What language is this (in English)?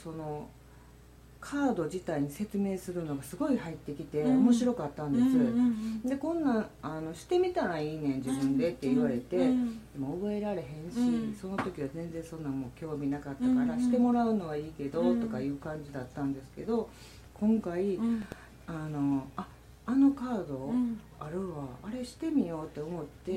Japanese